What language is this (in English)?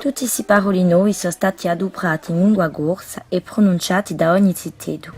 Corsican